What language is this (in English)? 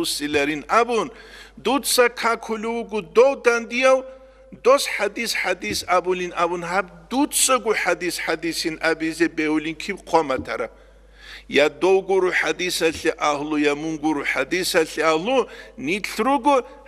Avaric